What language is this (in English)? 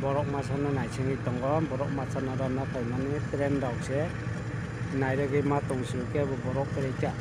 Kok Borok